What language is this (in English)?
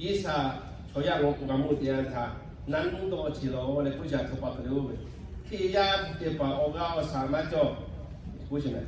Lahu